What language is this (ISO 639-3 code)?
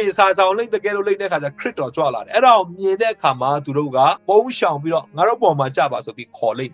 mya